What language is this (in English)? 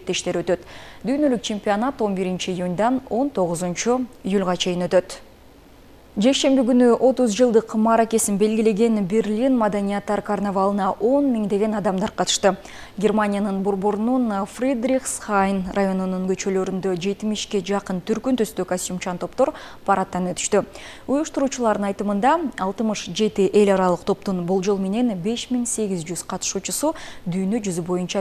Kyrgyz